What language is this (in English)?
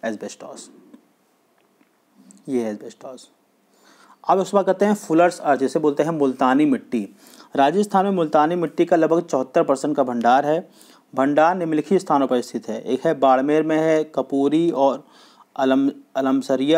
Hindi